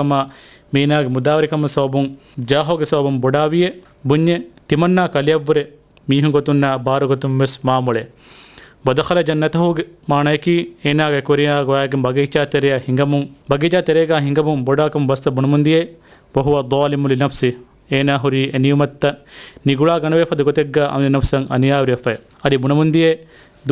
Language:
Divehi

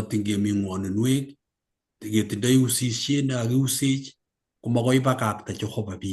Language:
Kalenjin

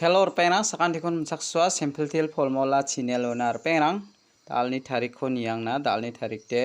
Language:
Garo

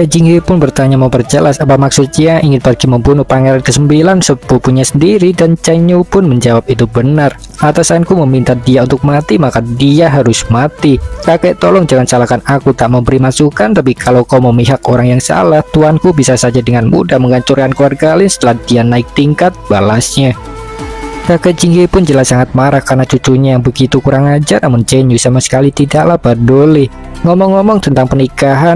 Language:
Indonesian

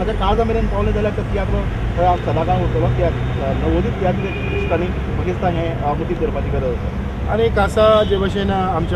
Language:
Konkani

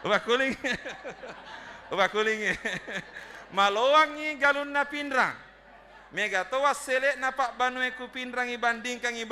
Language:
Buginese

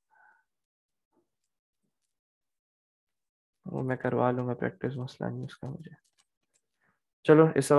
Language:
Hindi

